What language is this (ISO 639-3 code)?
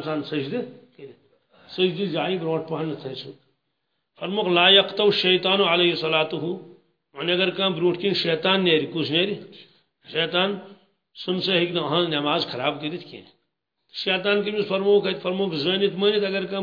kas